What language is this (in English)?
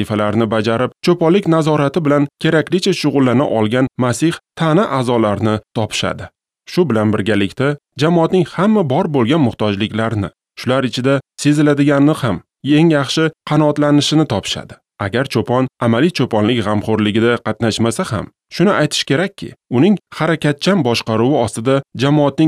Uzbek